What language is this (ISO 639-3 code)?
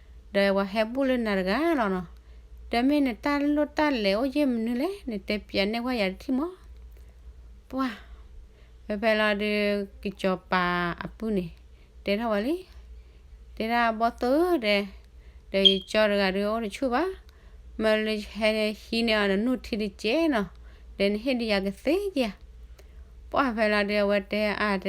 ksw